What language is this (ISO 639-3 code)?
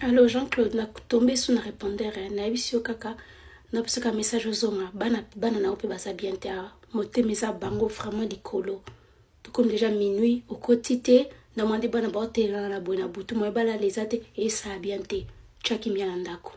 lin